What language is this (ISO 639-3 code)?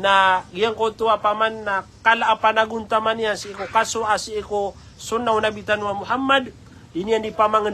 mrw